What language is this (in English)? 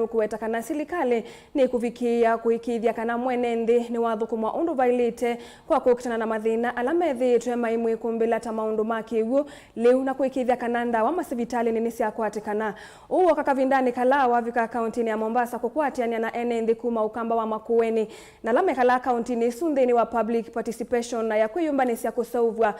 Kamba